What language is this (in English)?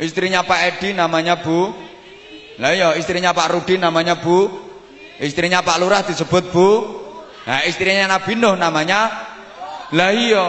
Javanese